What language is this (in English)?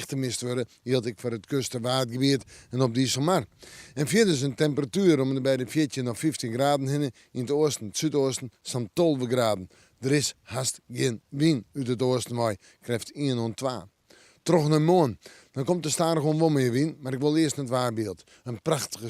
Western Frisian